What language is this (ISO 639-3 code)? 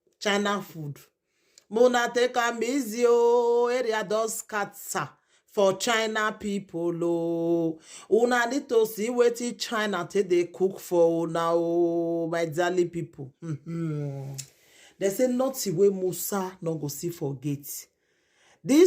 pcm